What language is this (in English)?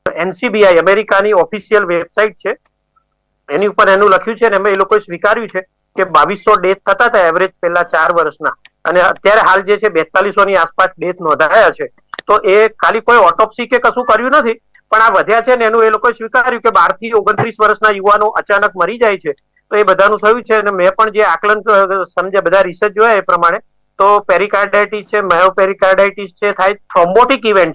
Gujarati